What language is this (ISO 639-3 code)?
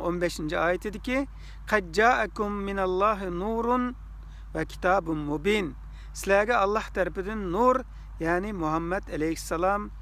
uig